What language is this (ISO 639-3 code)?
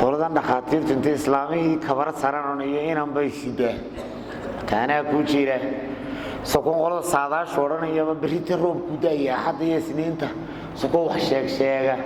som